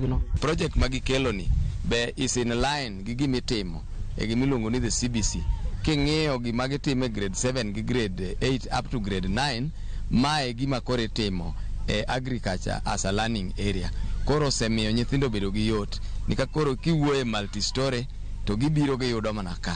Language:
Luo (Kenya and Tanzania)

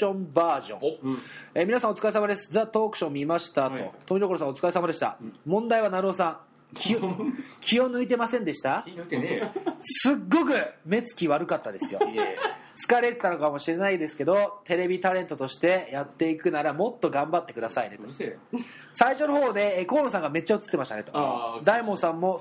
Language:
Japanese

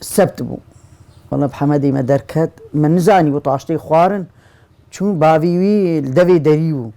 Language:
Kurdish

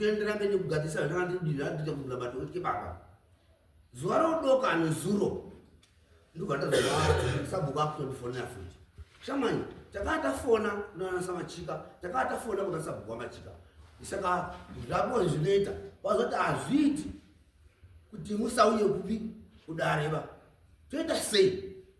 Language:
Shona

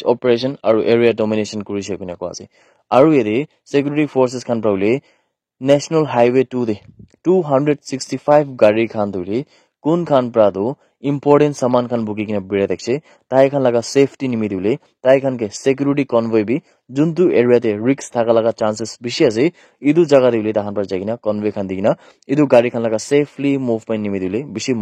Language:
Naga Pidgin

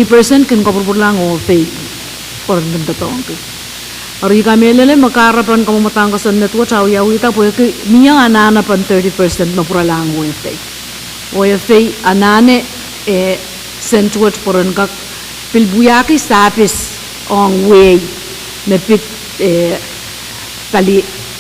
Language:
Pohnpeian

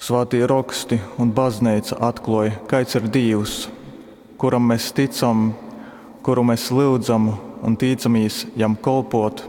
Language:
Latgalian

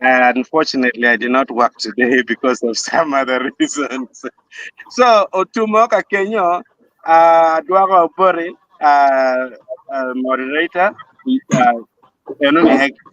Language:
Acoli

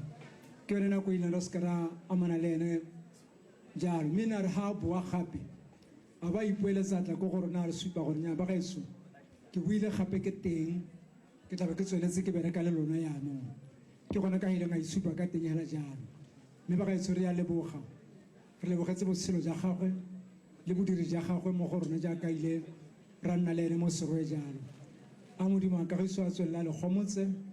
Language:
Tswana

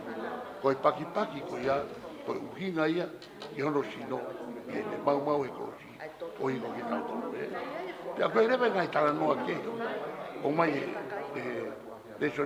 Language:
Tongan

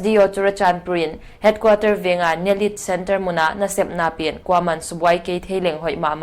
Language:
Paite Chin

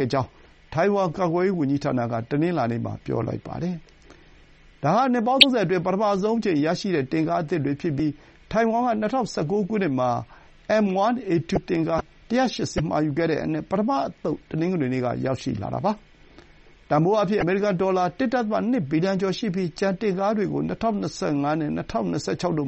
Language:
Burmese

